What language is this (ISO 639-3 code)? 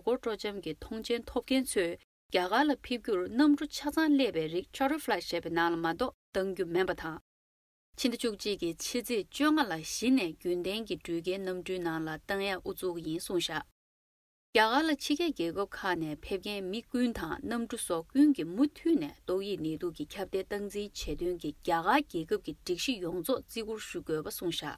bod